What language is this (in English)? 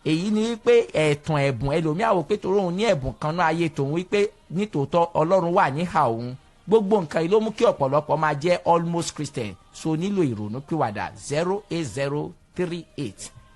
Yoruba